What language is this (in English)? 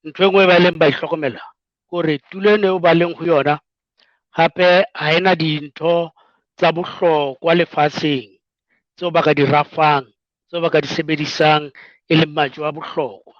Southern Sotho